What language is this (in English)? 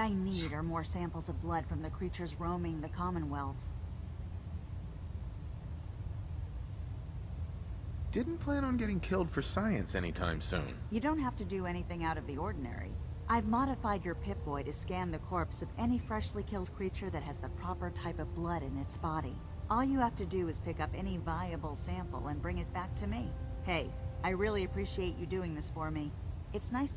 English